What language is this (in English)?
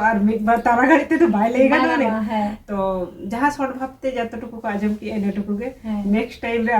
Santali